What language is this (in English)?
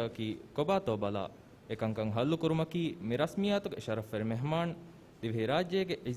Divehi